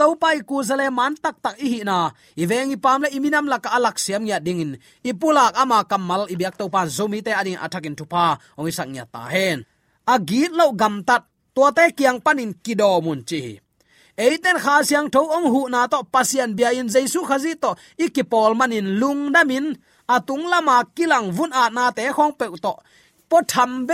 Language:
Tedim Chin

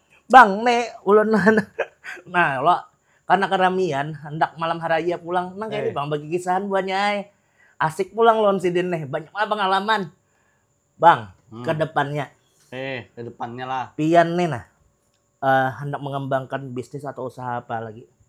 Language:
Banjar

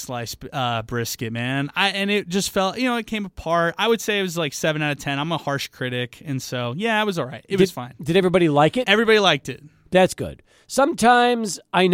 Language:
English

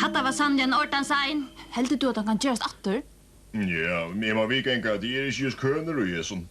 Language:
Faroese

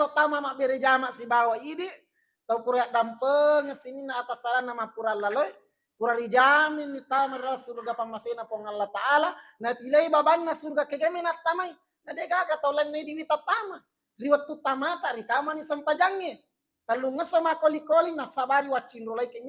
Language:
Buginese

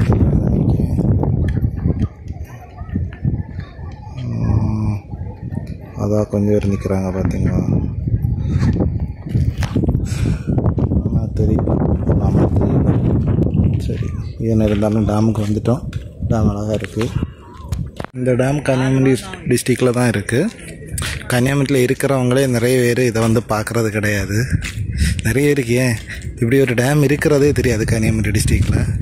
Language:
Tamil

